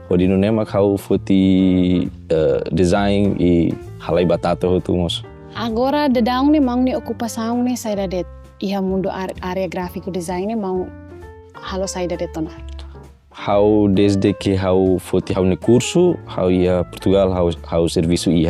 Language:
Tetum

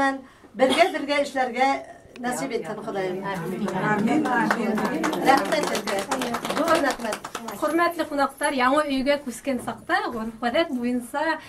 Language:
Bashkir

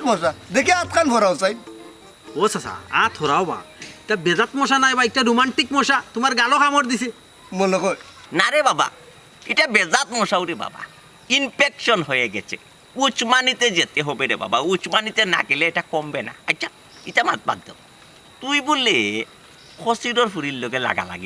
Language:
Sylheti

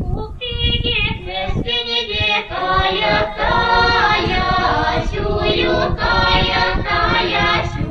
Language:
Chuvash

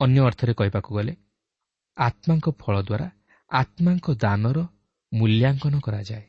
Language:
Odia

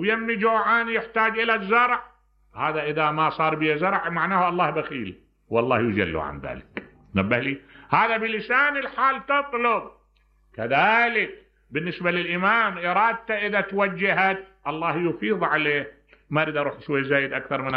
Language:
Mesopotamian Arabic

